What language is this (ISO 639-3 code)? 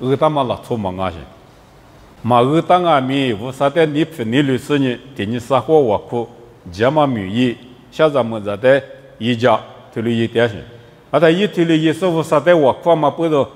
lis